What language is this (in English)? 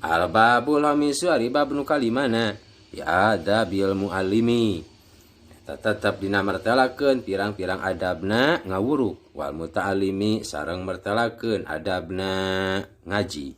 Sundanese